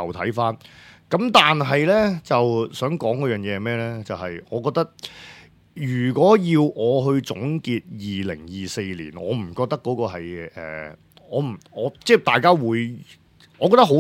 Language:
Cantonese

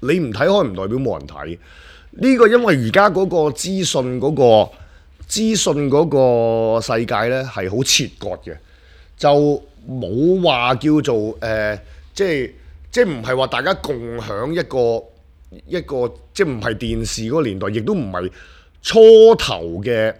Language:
Cantonese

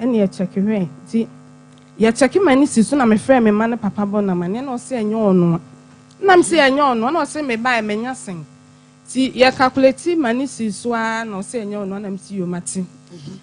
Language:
Akan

